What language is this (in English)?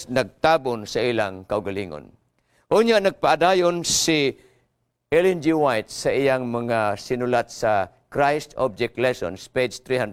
Cebuano